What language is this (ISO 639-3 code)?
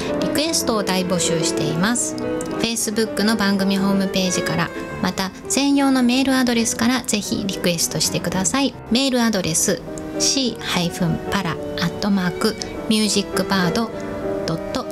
jpn